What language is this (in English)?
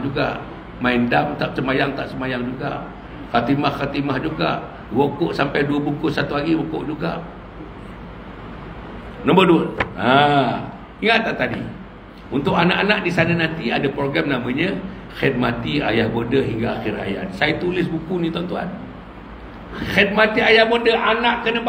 Malay